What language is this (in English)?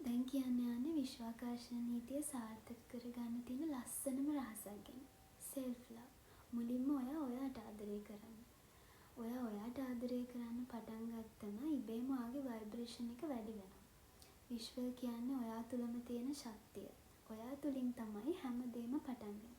Sinhala